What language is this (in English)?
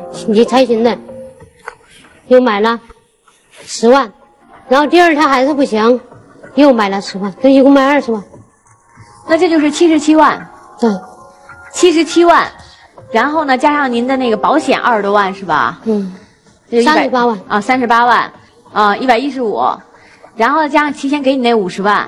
Chinese